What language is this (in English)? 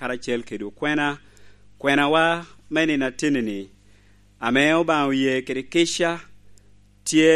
Lango (Uganda)